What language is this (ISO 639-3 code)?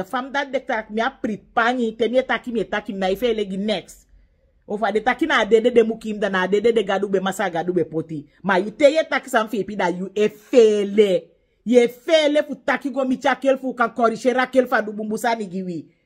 srn